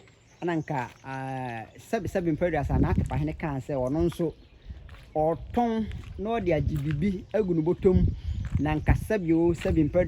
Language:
Akan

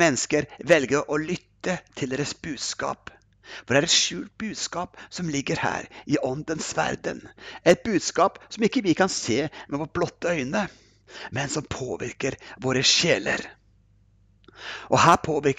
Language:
Norwegian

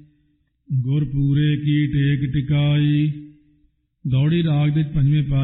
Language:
Punjabi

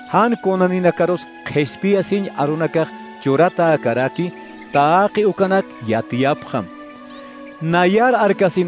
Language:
Aymara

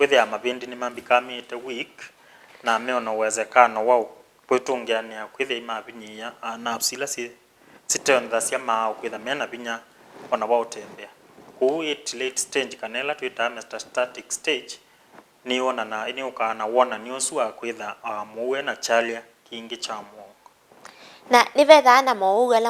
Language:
Kamba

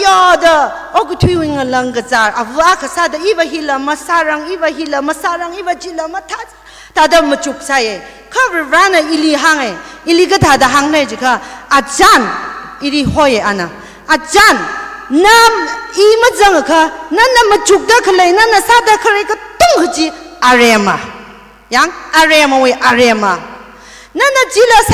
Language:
Tangkhul Naga (India)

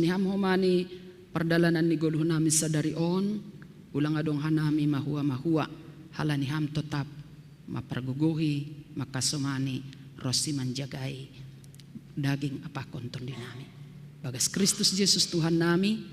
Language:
Batak Simalungun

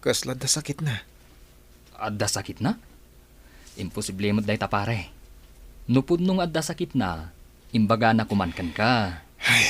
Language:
Iloko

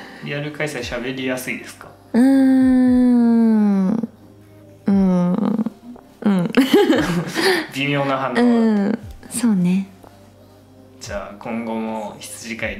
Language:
Japanese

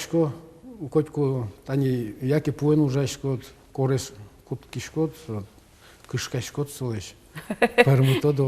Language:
Udmurt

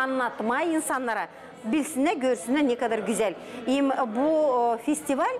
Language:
Gagauz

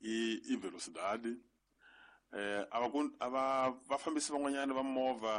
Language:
Tsonga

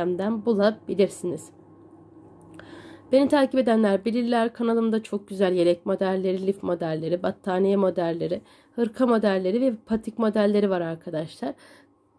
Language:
Turkish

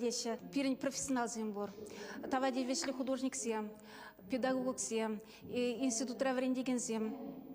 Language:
Chuvash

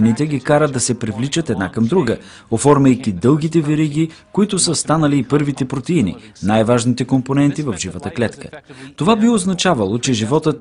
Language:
Bulgarian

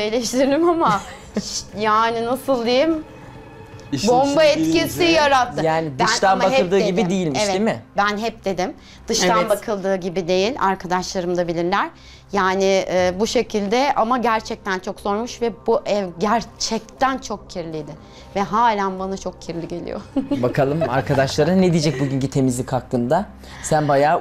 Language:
Turkish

